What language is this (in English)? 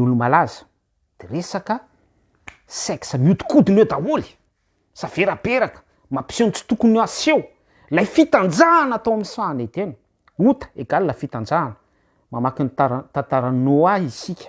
Malagasy